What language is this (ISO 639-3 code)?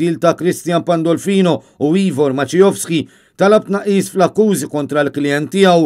mlt